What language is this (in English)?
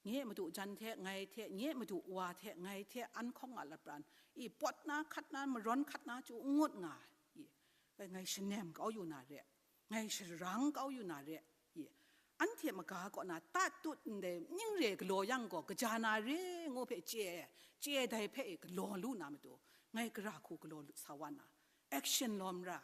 Kachin